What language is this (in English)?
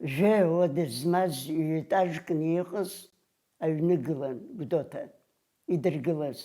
Abkhazian